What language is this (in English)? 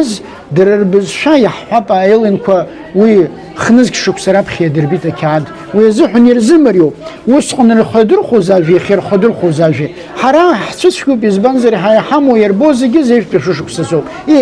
Abkhazian